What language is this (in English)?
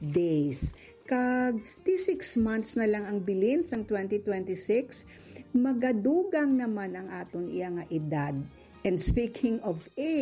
Hiligaynon